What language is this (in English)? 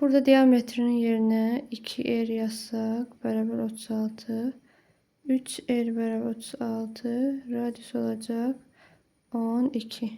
Azerbaijani